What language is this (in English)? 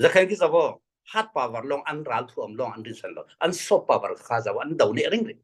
Falam Chin